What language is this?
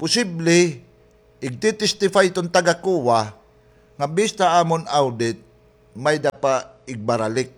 Waray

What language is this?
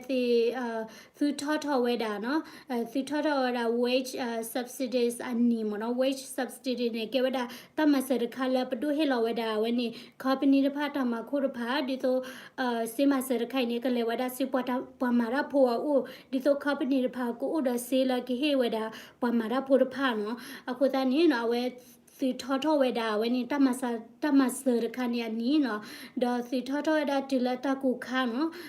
S'gaw Karen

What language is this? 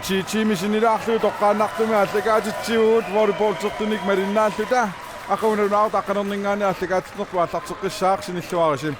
Kalaallisut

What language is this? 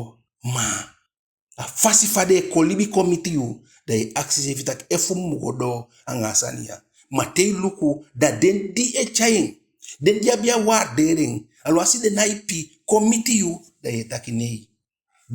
Eastern Maroon Creole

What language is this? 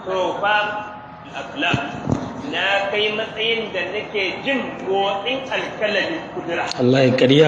Hausa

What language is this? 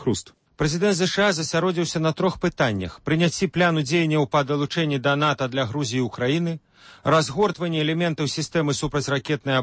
Belarusian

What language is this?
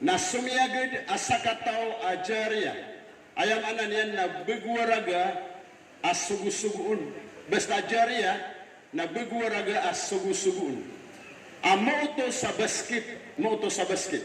Maranao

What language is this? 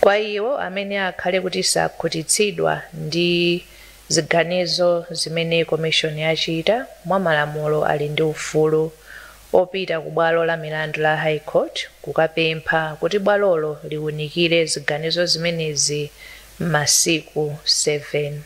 Nyanja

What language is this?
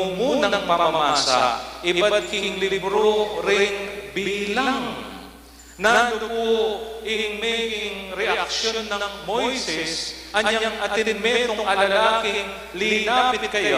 Pampanga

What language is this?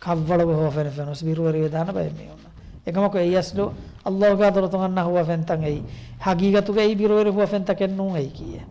Divehi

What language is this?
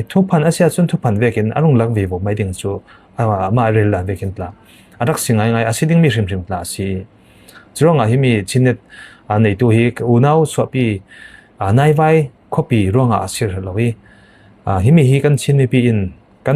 Falam Chin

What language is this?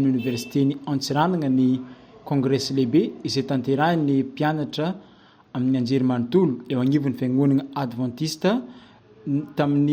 Malagasy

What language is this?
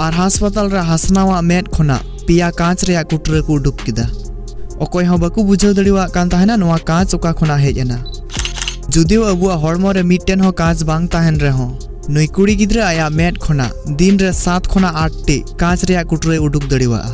Santali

